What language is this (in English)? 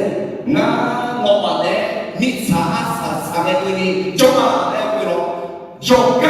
Akha